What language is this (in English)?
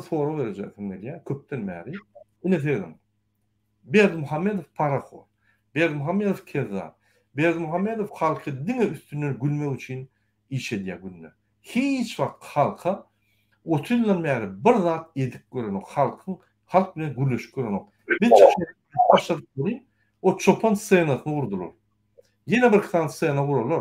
Turkmen